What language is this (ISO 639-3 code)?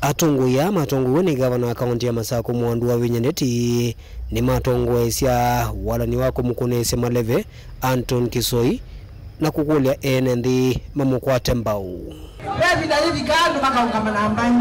kam